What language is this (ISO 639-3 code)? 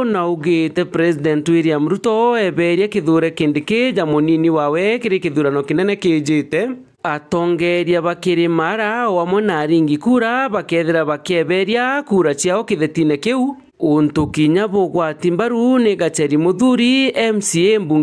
mer